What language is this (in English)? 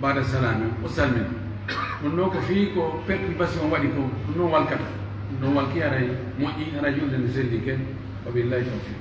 Pular